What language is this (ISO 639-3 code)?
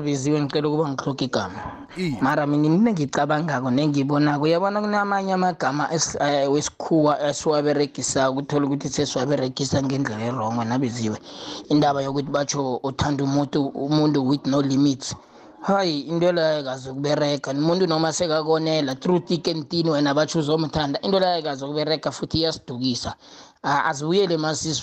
nbl